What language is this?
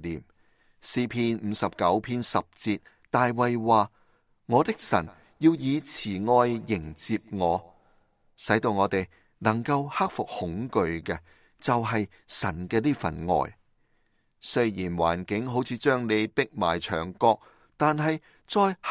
Cantonese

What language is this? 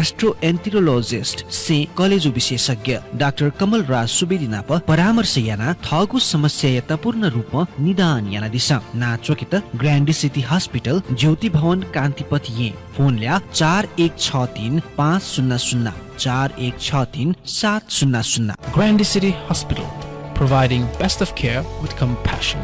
Newari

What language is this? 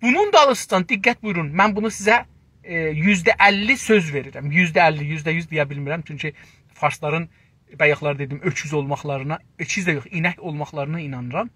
South Azerbaijani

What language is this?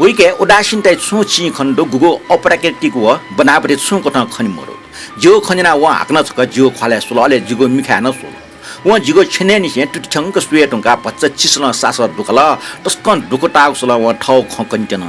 Newari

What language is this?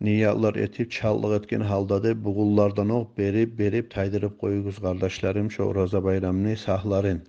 Kumyk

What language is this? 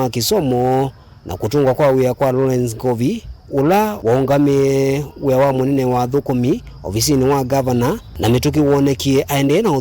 Kamba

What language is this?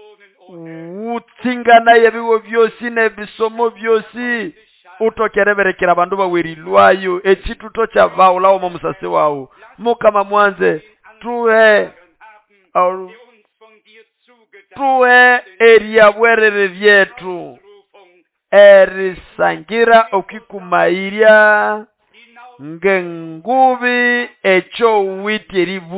Nande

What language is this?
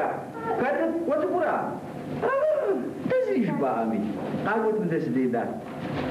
Kabardian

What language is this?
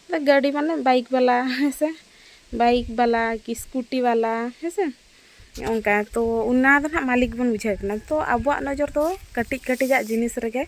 Santali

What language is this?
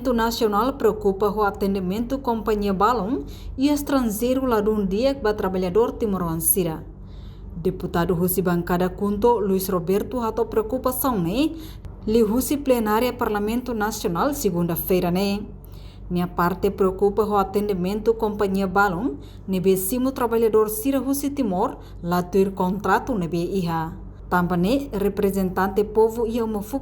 Tetum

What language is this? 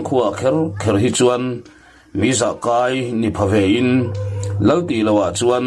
Mizo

